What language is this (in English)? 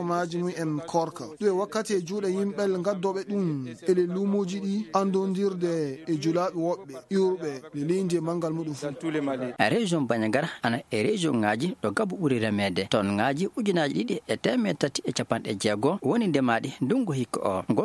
Fula